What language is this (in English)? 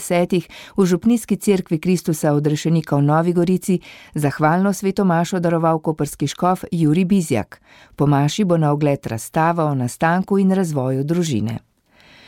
Slovenian